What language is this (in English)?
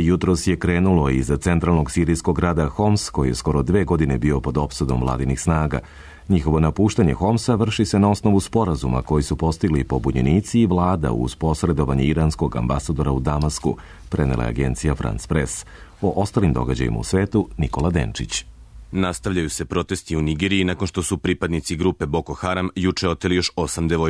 Serbian